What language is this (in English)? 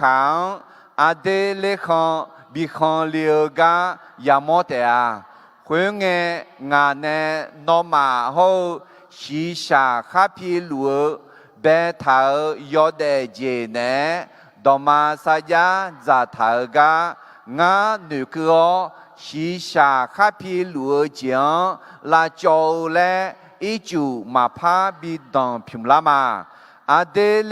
Akha